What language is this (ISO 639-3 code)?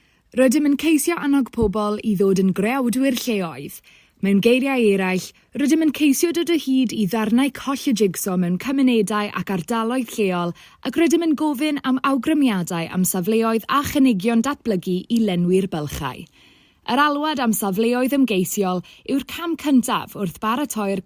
cym